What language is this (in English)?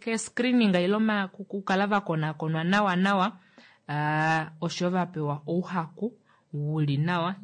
Kuanyama